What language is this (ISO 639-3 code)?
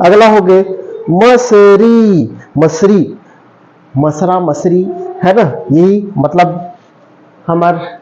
hne